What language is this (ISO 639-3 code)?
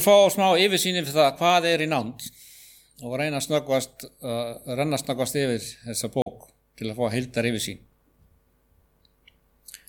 isl